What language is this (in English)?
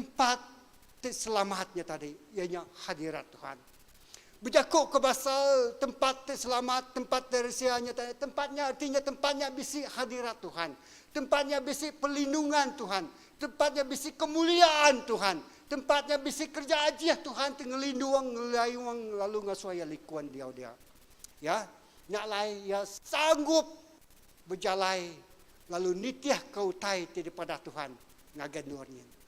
Iban